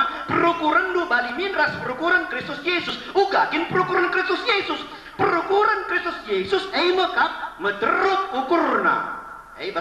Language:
Batak Karo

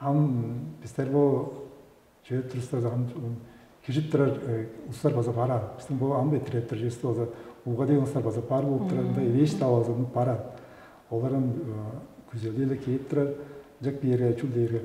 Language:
Tuvinian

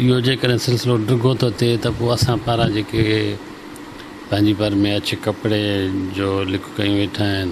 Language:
Sindhi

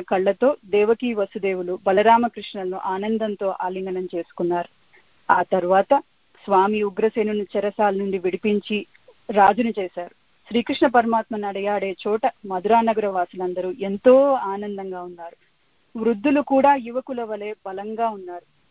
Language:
Telugu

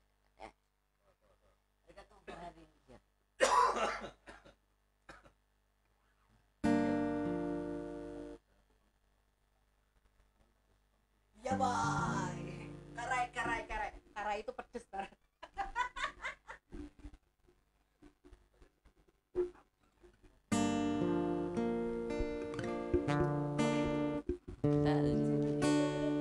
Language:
Indonesian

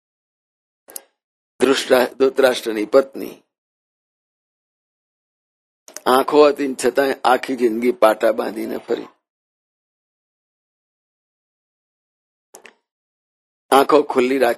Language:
Gujarati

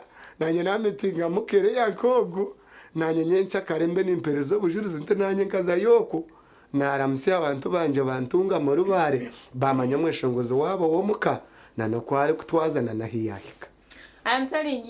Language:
Nyankole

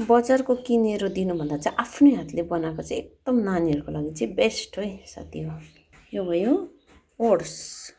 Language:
Nepali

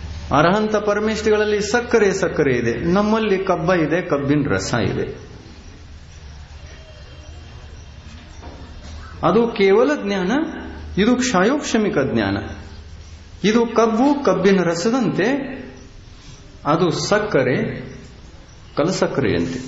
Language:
Kannada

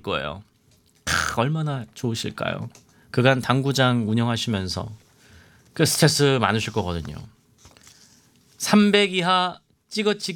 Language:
Korean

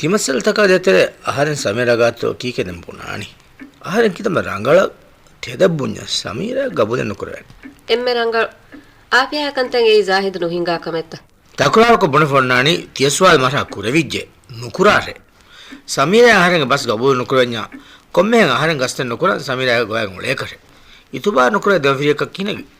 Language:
Divehi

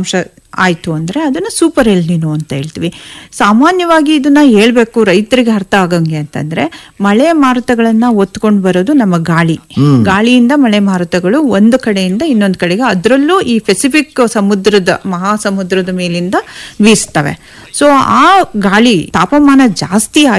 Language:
Kannada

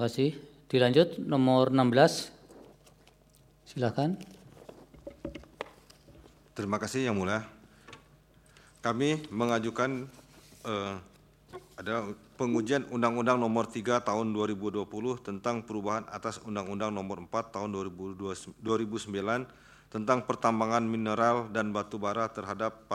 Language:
Indonesian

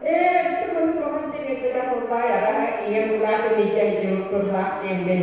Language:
Yakut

